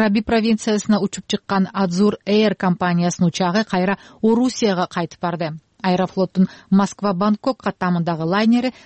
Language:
Kyrgyz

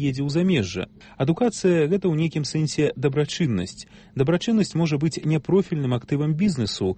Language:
Belarusian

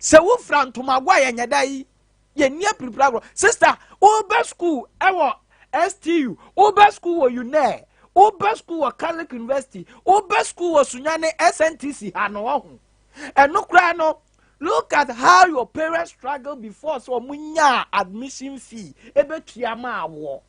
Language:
Akan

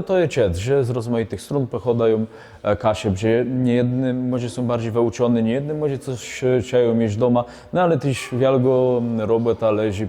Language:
Kashubian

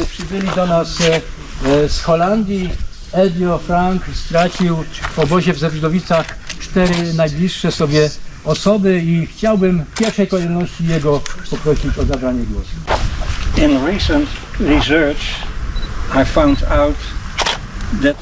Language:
Polish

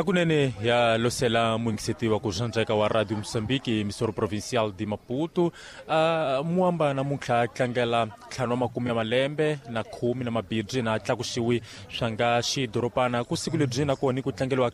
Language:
Tsonga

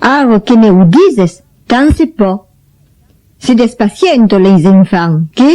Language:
Occitan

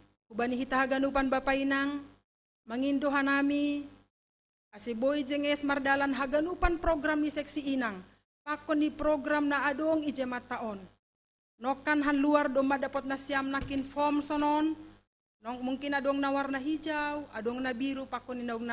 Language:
Batak Simalungun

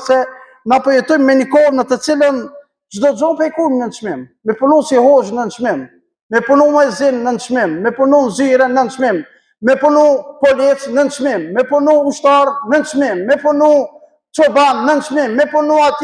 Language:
Albanian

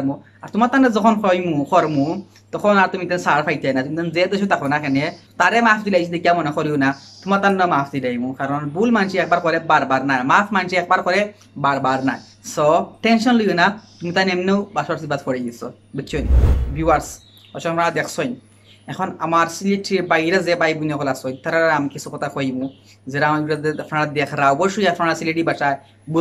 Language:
Sylheti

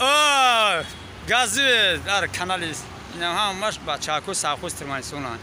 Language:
Tajik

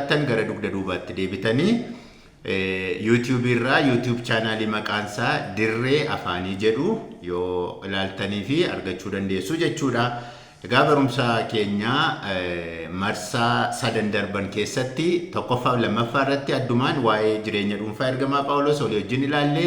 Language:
Oromo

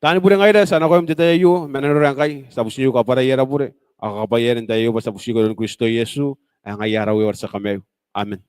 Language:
Gilbertese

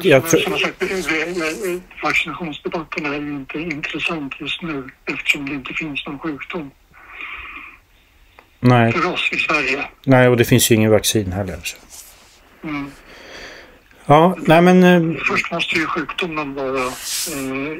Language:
Swedish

